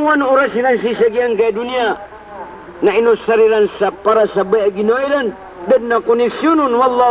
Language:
Maranao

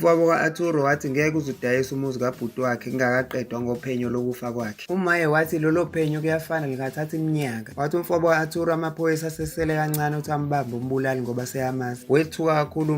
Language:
Zulu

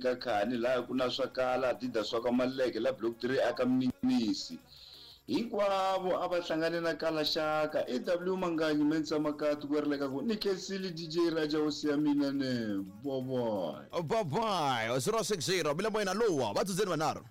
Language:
Tsonga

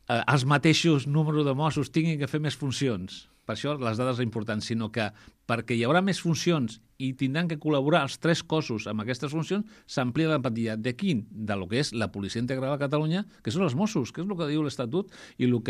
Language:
Catalan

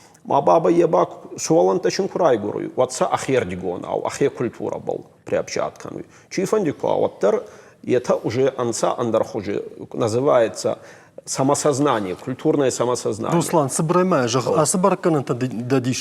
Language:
Ossetic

